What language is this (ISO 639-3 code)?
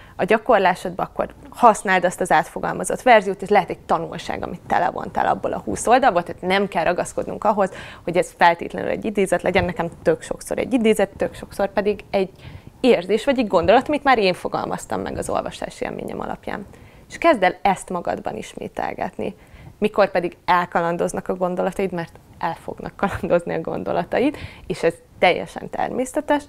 hun